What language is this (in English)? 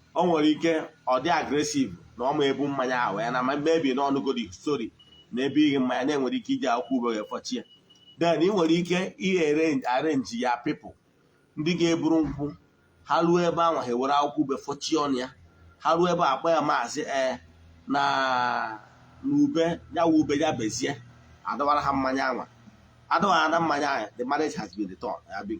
Igbo